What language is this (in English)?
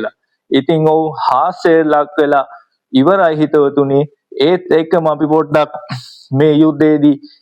Sinhala